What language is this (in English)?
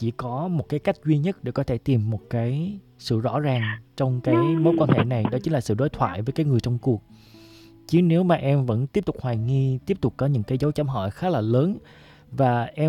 Vietnamese